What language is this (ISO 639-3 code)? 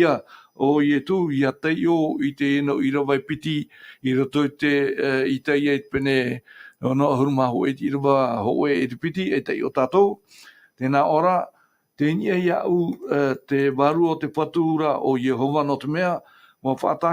tah